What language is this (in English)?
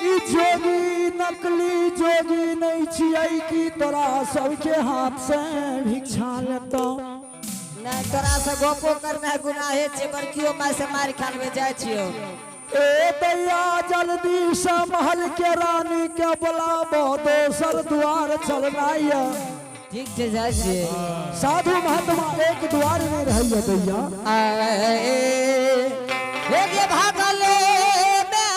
Angika